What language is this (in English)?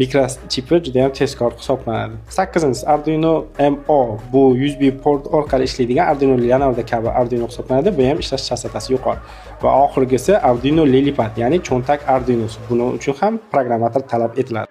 Uzbek